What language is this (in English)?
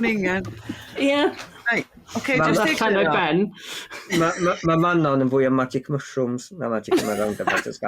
Welsh